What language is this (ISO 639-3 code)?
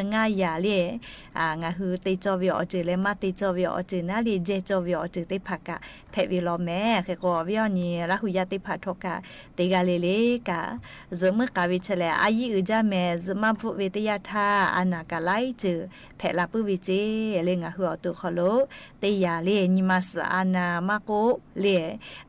lhu